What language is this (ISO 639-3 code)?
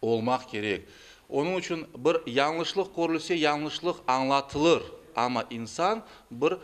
crh